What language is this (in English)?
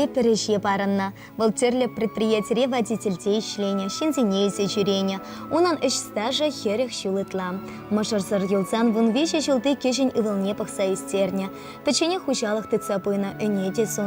Chuvash